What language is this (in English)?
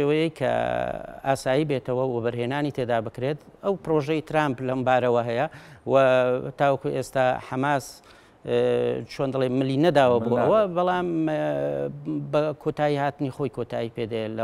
Central Kurdish